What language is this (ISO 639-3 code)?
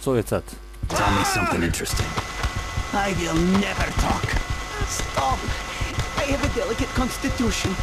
bar